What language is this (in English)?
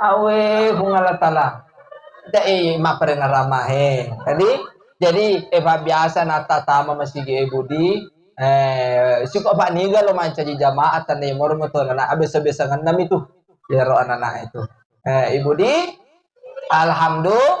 Buginese